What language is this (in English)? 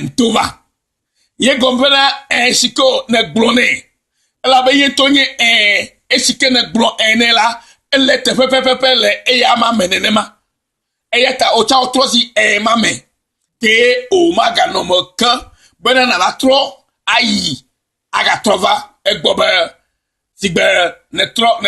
Ewe